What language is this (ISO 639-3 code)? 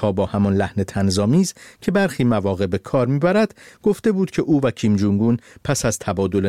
fas